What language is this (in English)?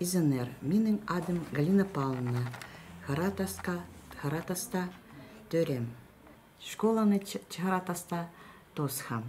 Khakas